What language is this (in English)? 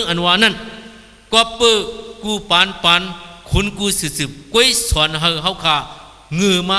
Shan